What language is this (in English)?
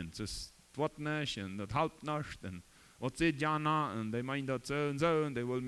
Plautdietsch